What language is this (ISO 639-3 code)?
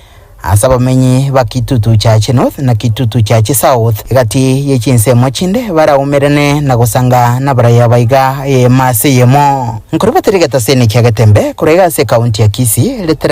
guz